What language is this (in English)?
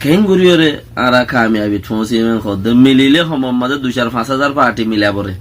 Rohingya